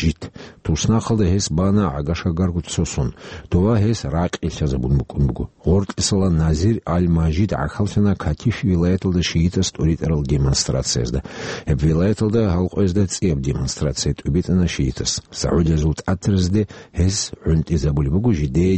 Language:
Avaric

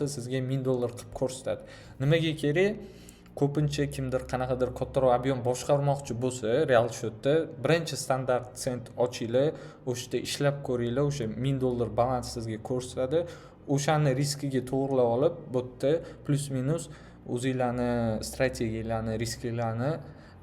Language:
Uzbek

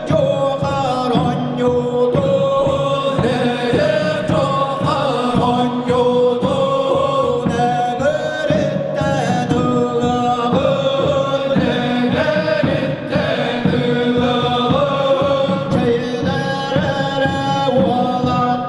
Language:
Yakut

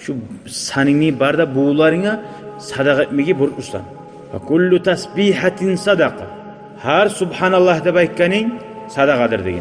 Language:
Kumyk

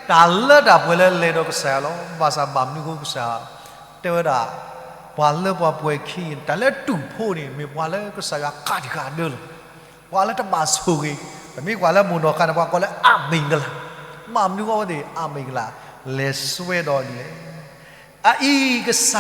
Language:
S'gaw Karen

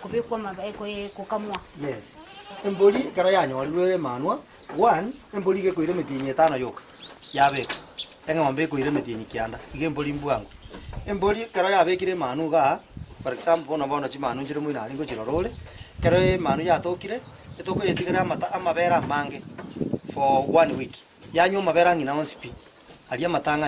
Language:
Gusii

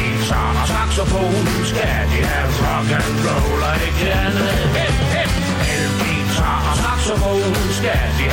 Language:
Danish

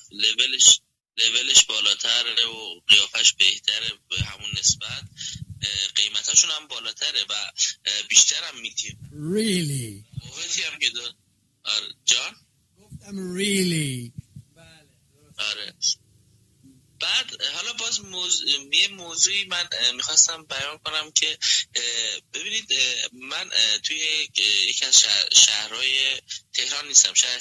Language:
Persian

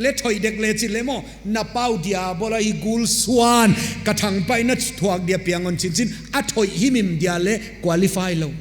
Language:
Paite Chin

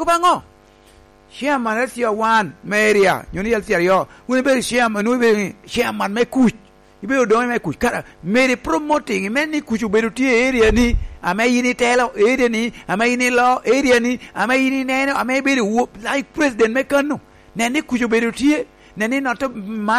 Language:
Lango (Uganda)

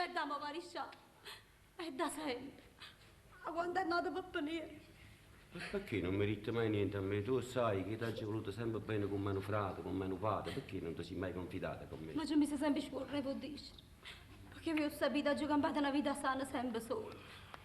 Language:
Neapolitan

